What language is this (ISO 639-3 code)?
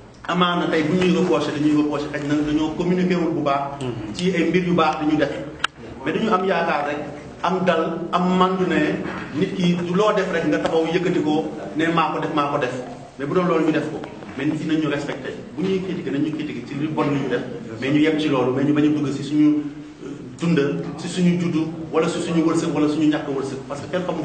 wol